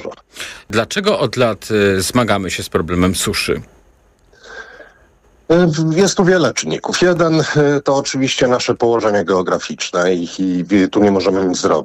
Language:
Polish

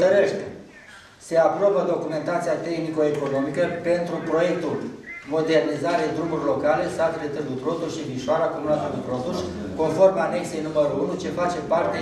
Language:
Romanian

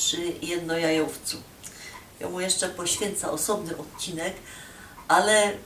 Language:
Silesian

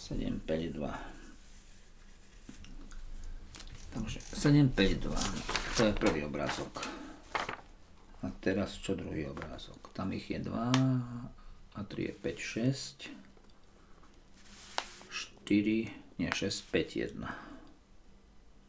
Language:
Slovak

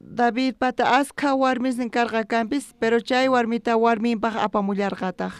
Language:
South Bolivian Quechua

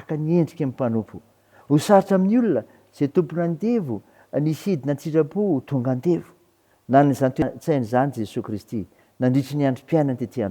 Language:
Malagasy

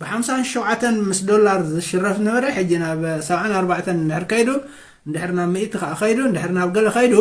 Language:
Tigrinya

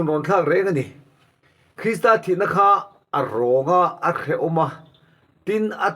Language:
Mizo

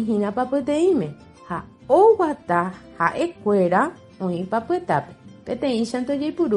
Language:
Guarani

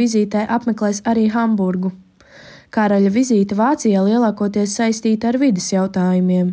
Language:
Latvian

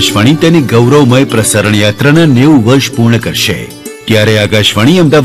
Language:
Gujarati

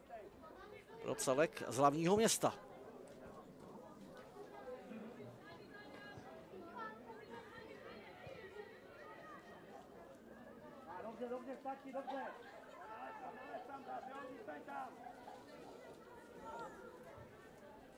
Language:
Czech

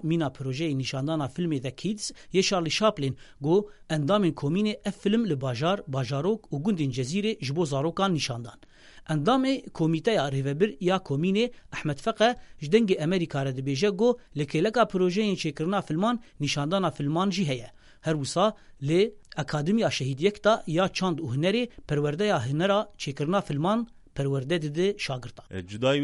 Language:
Kurdish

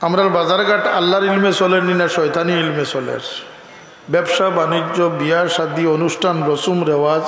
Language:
Sylheti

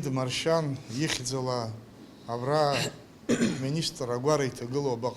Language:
Abkhazian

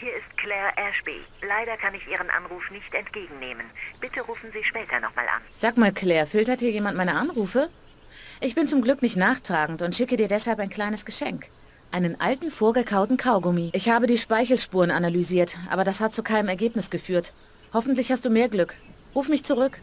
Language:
Bavarian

